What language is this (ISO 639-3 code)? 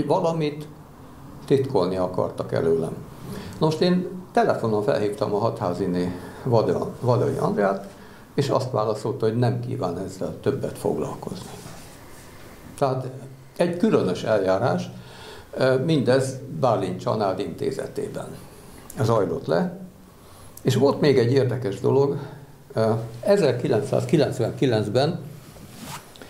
hun